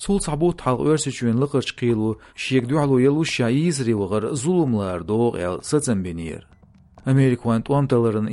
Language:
Chechen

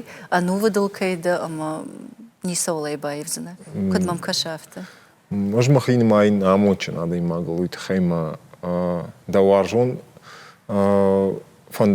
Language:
Ossetic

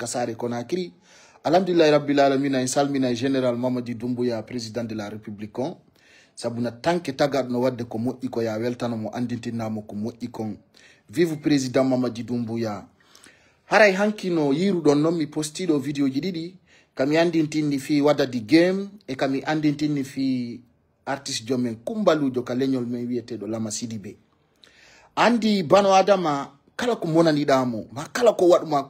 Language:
Fula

